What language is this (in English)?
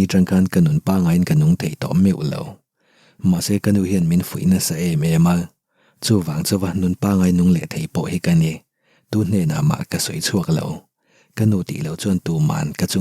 Mizo